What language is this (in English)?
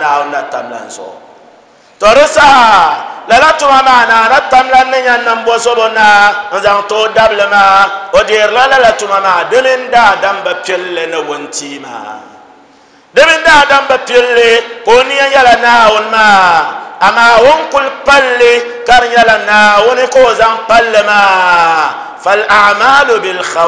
Dagbani